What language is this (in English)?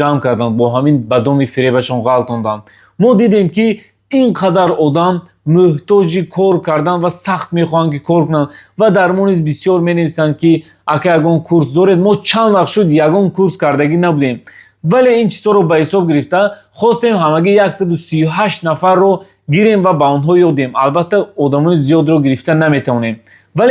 Tajik